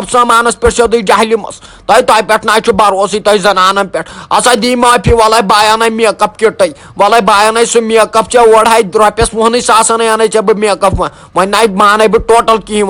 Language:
Kashmiri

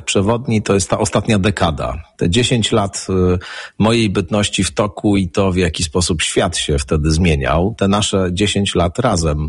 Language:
Polish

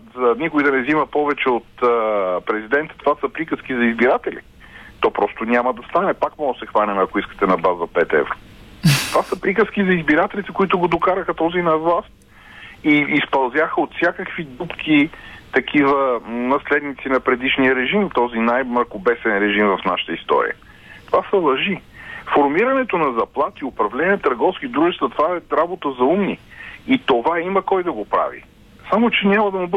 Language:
Bulgarian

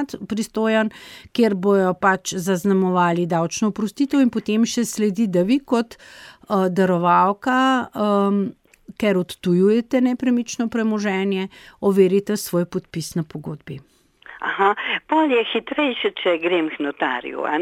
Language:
Slovenian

